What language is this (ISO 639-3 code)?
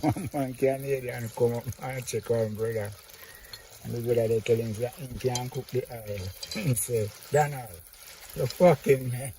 jam